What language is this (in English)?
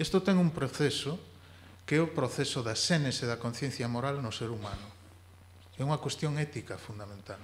Galician